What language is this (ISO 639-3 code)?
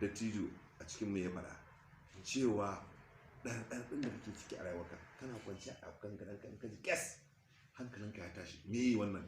hau